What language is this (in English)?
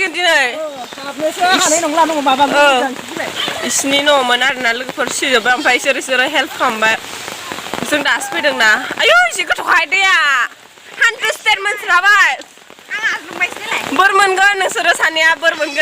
Bodo